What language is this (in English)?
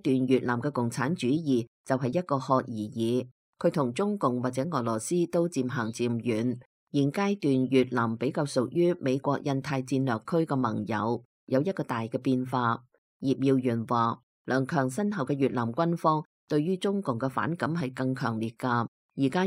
Cantonese